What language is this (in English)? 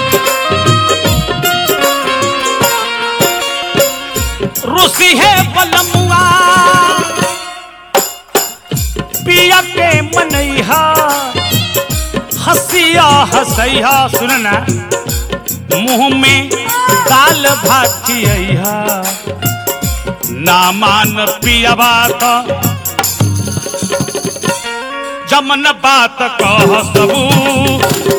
Bhojpuri